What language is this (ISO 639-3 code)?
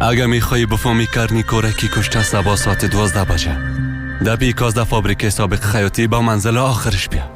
fas